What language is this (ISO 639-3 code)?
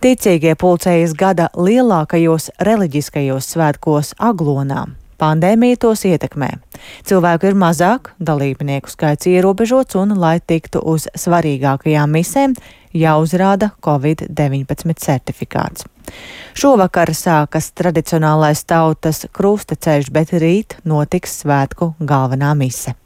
lav